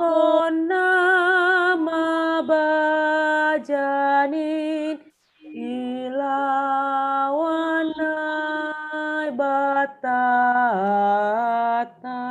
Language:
Batak Simalungun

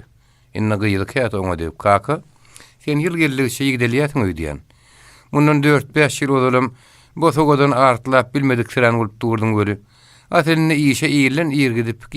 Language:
Turkmen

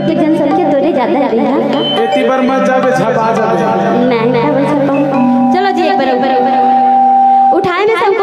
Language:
Chhattisgarhi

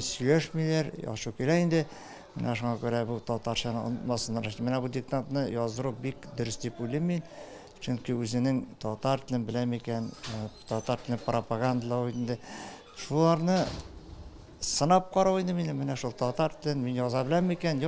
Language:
Tatar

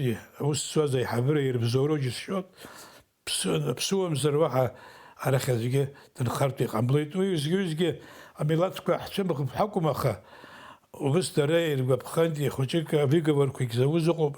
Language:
Abkhazian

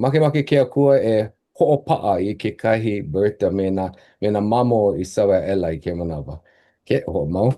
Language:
Hawaiian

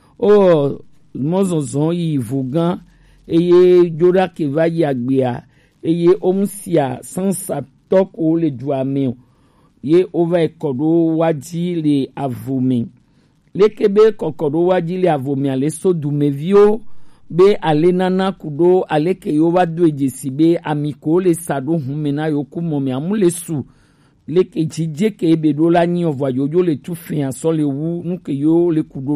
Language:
Gen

